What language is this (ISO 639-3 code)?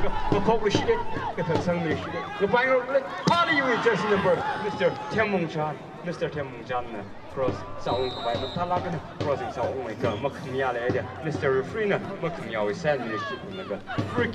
nmf